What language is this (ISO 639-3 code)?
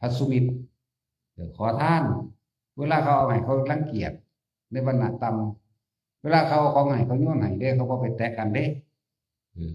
tts